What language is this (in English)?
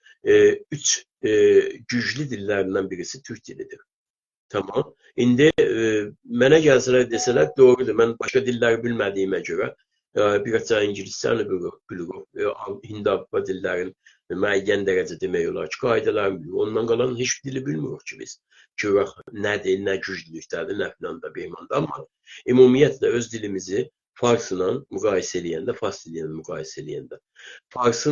South Azerbaijani